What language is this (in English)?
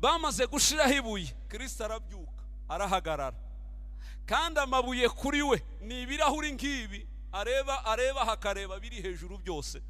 Kinyarwanda